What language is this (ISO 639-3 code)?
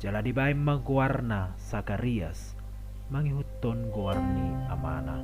bbc